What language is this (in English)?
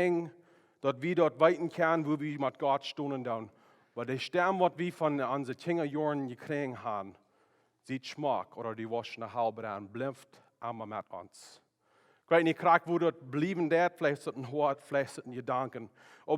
Plautdietsch